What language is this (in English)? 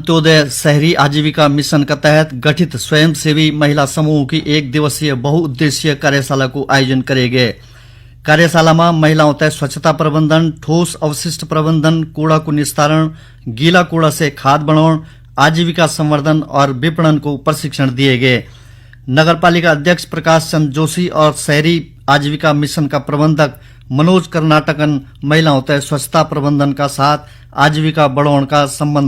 Garhwali